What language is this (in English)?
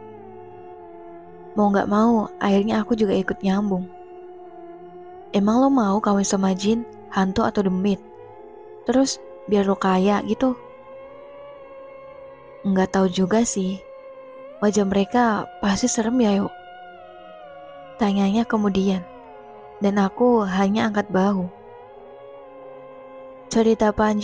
Indonesian